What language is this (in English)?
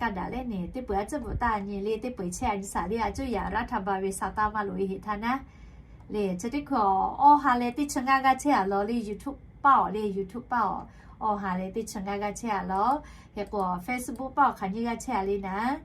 Lahu